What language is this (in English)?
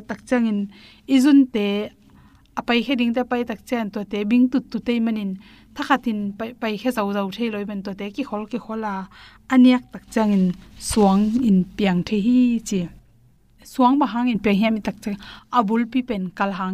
Tedim Chin